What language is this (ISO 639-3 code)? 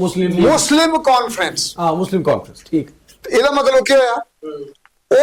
doi